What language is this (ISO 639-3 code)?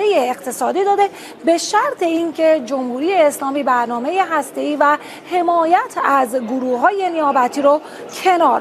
fas